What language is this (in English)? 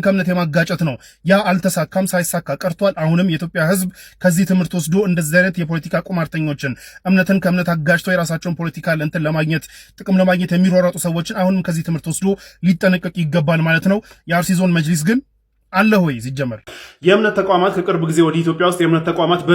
Amharic